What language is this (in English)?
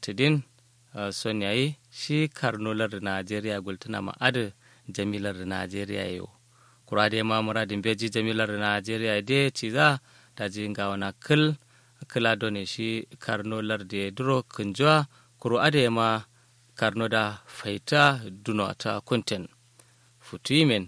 Kanuri